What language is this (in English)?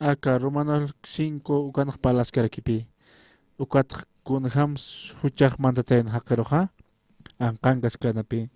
Aymara